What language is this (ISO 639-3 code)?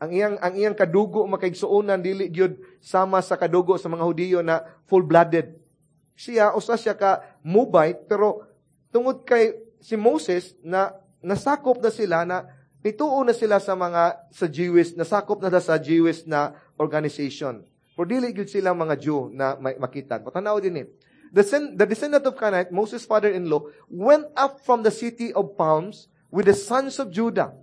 ceb